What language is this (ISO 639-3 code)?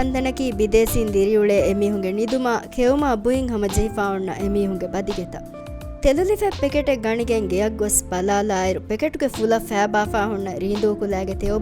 div